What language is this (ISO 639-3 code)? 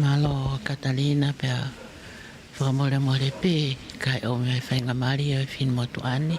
ton